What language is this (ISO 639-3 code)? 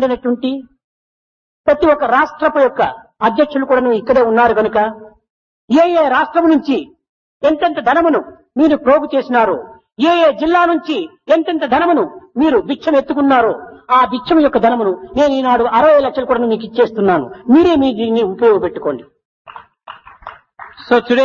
tel